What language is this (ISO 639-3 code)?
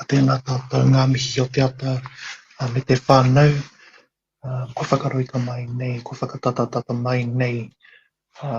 mri